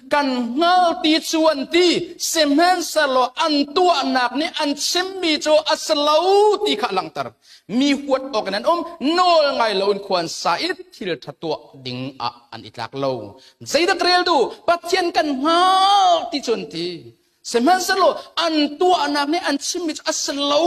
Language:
Hakha Chin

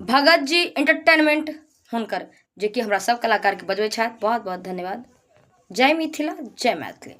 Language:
Maithili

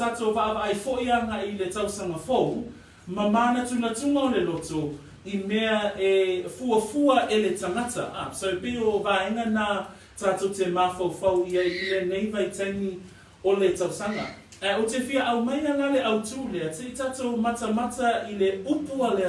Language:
Samoan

